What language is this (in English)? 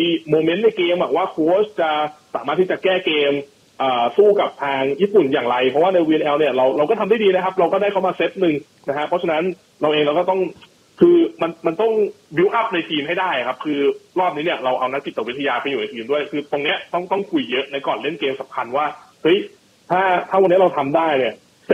Thai